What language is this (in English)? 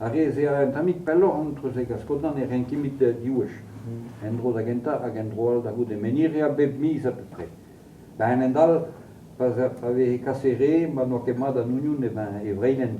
Breton